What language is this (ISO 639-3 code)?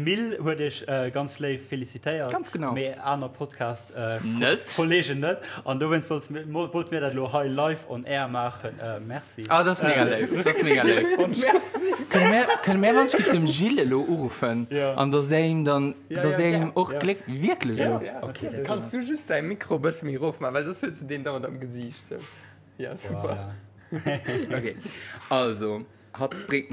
ltz